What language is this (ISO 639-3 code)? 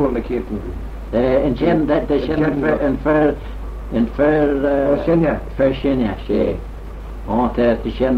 glv